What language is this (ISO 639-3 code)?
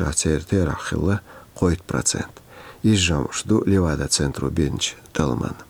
che